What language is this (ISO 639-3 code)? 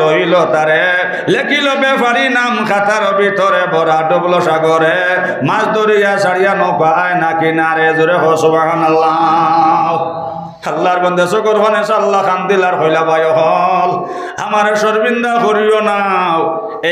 syl